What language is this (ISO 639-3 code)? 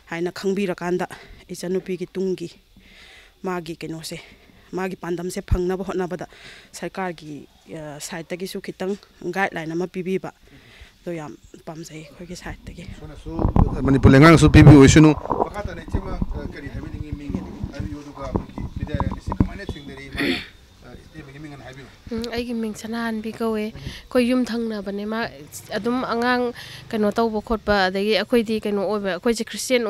mni